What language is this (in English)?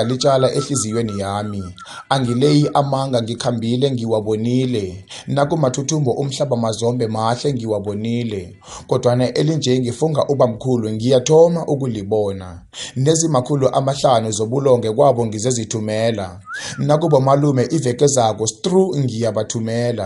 South Ndebele